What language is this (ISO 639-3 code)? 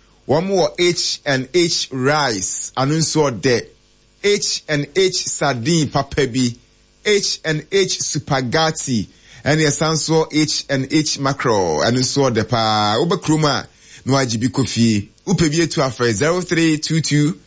aka